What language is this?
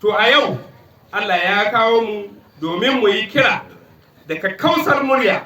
Hausa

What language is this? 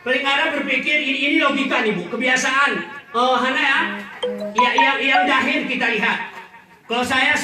Gayo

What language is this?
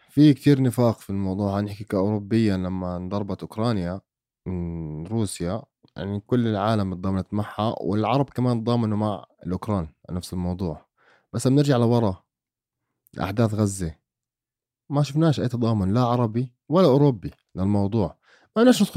North Levantine Arabic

